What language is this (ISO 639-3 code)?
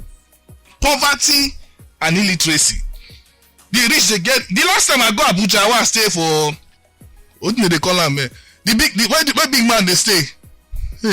pcm